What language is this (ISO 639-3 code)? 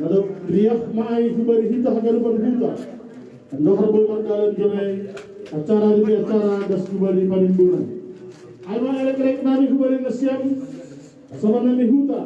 bts